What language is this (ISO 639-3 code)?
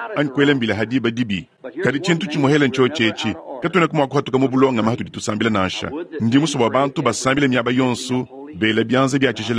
lua